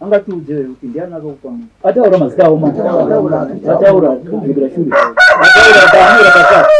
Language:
Shona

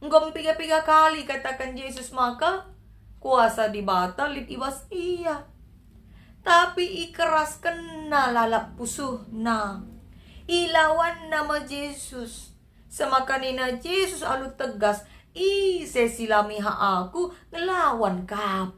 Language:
Batak Karo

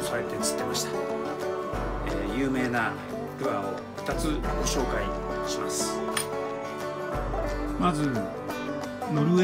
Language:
Japanese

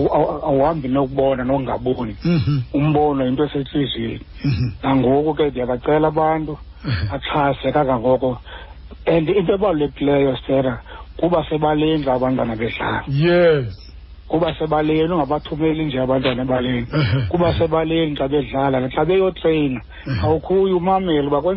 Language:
Xhosa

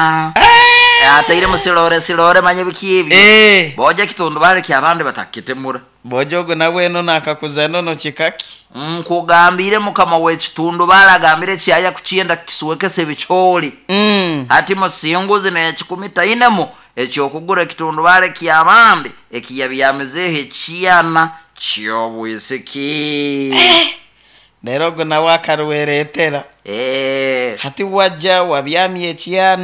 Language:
Nyoro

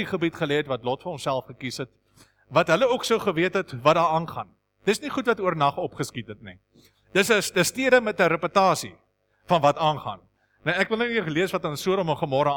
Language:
Afrikaans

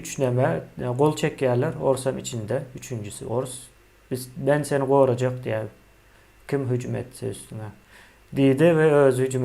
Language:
Turkmen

